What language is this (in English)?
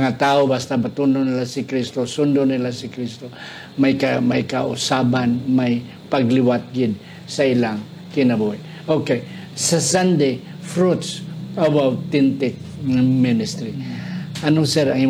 Hiligaynon